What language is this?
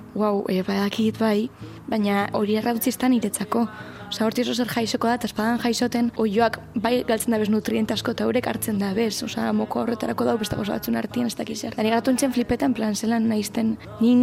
Basque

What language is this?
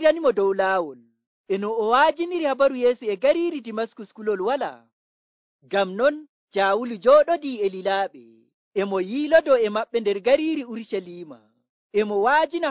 Nigerian Fulfulde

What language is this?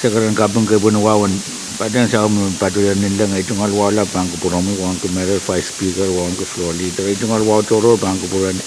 Pohnpeian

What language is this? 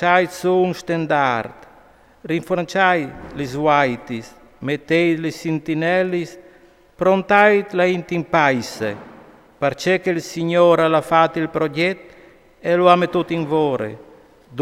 Friulian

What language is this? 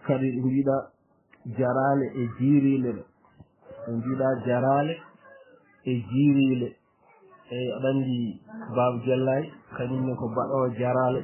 Fula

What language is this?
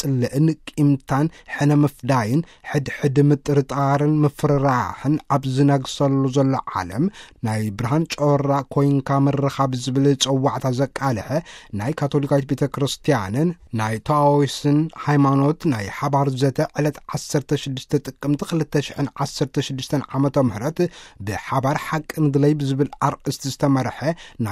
Tigrinya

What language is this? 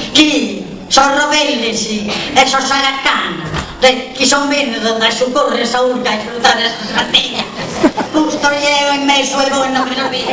Sardinian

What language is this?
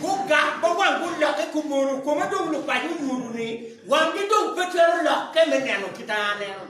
Acoli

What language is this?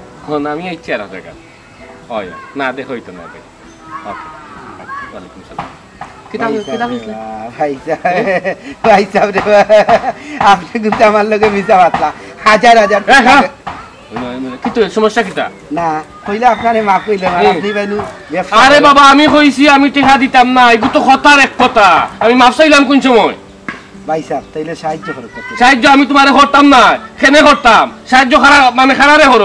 Sylheti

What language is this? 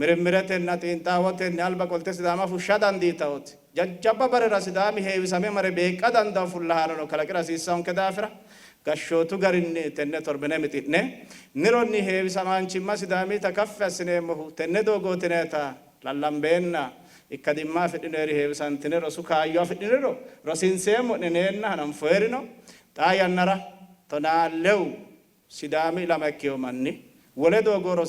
Sidamo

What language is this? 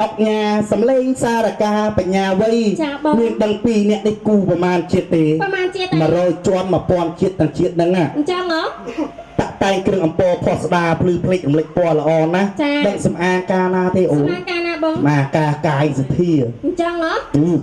Khmer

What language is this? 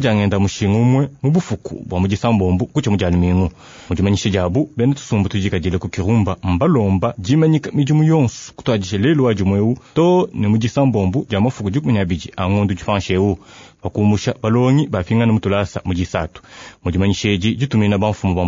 Luba-Lulua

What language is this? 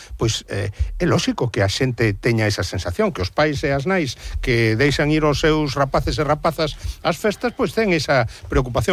Galician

